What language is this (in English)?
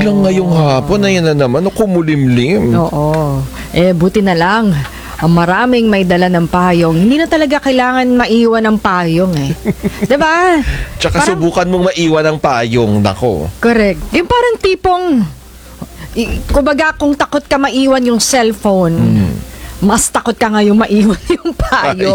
Filipino